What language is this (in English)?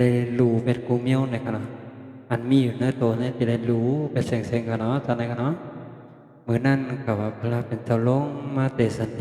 Shan